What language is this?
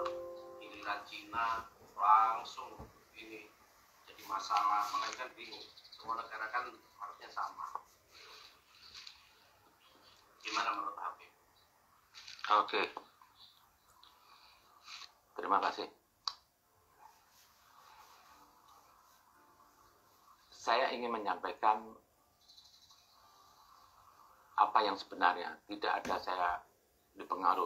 Indonesian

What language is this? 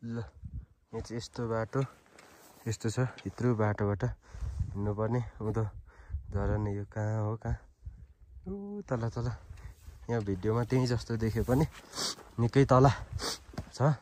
Nepali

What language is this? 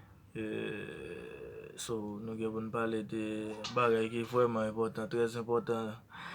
Haitian Creole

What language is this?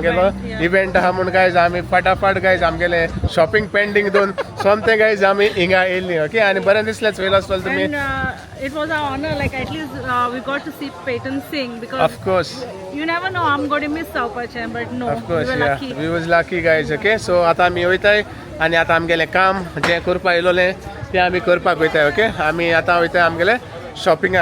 Konkani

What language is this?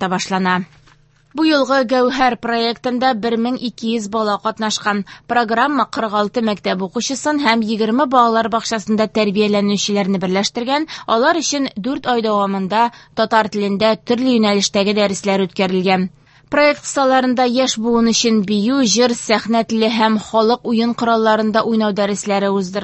Tatar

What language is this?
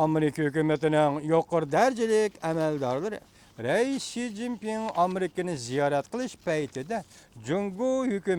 Uyghur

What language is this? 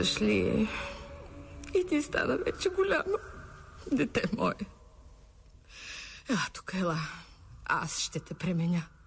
Bulgarian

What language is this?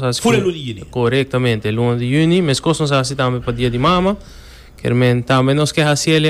Papiamento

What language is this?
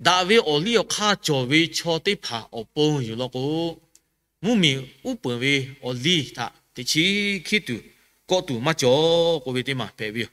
Lahu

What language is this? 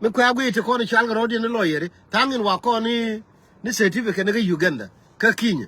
Nuer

